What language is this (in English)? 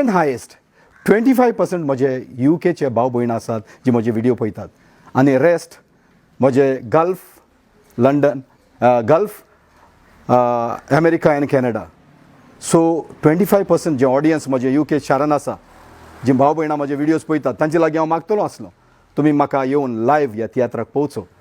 Konkani